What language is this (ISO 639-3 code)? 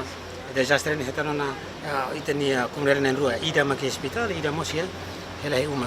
tet